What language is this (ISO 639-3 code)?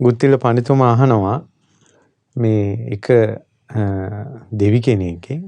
sin